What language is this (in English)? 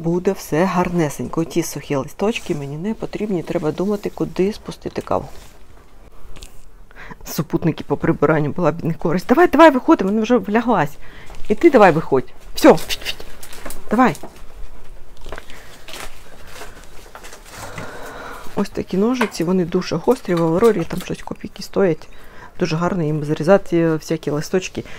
Ukrainian